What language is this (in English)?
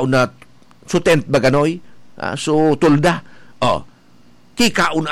Bikol